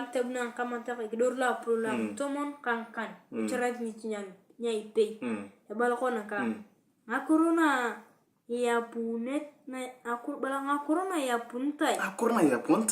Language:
Turkana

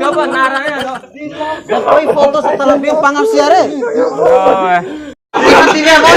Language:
Bima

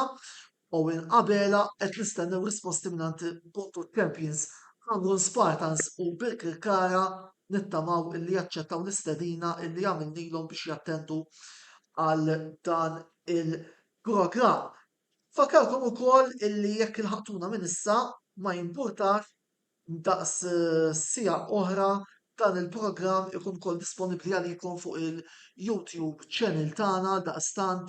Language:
Maltese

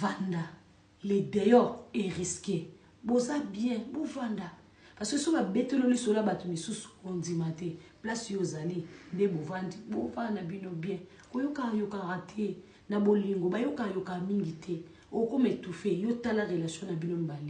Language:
Lingala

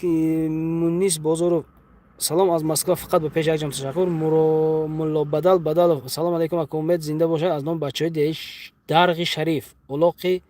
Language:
Tajik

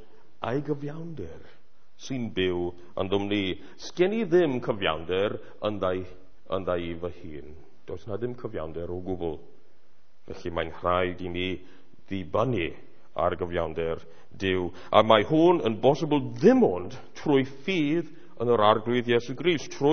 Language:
Welsh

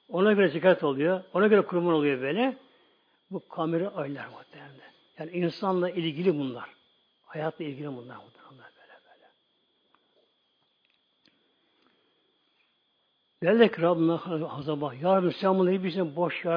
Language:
Turkish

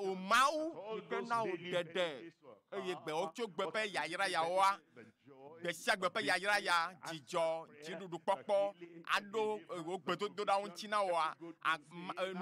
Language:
Ewe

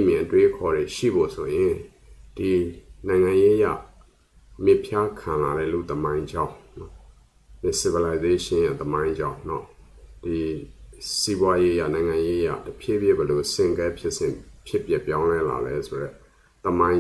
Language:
Burmese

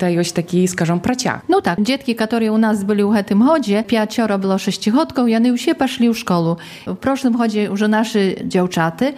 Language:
Polish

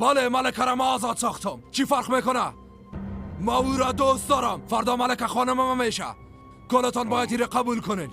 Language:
Persian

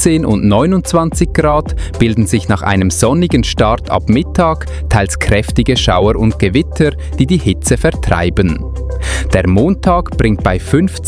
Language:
German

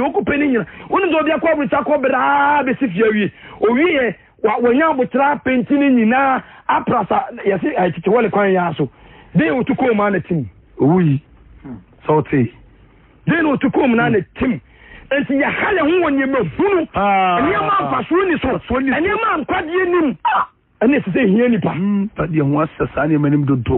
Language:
Akan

